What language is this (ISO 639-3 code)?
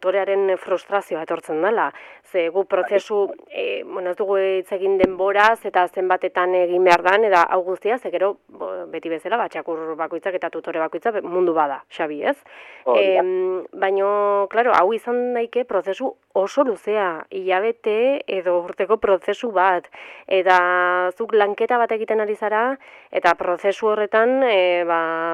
eus